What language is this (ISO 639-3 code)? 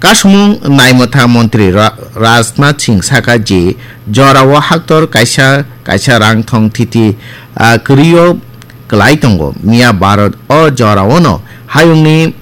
trp